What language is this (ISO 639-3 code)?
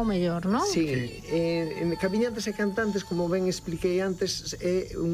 glg